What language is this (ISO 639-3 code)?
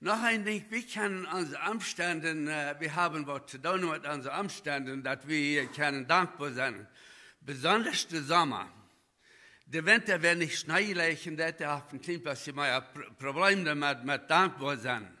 pdt